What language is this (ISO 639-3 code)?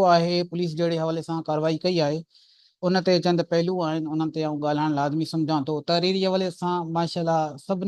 snd